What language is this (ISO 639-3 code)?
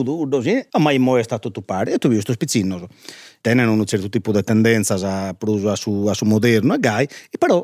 srd